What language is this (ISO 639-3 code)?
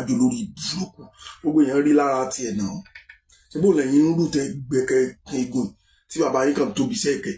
yor